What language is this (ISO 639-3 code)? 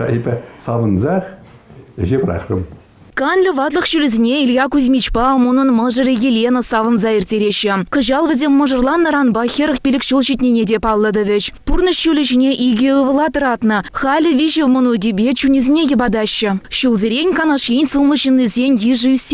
chv